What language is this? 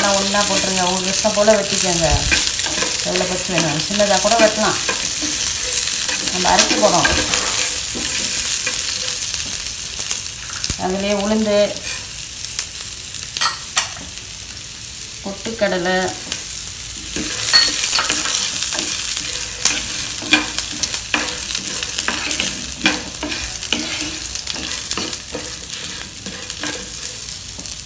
Tamil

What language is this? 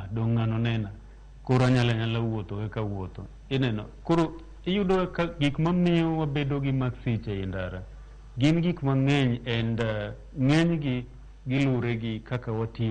Luo (Kenya and Tanzania)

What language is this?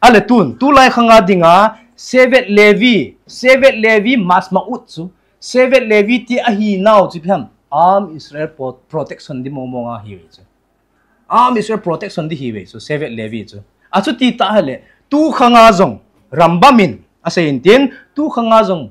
Thado Chin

